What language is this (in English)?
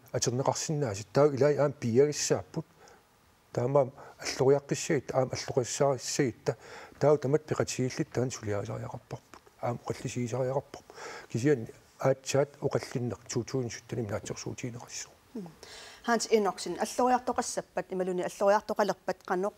Kalaallisut